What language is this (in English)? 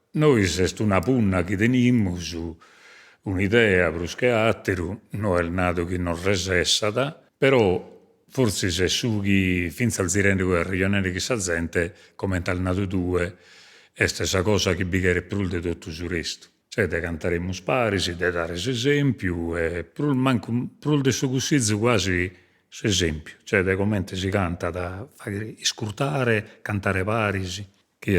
Sardinian